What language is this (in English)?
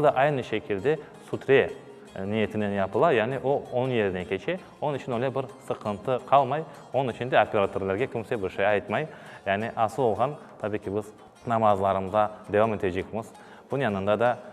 Crimean Tatar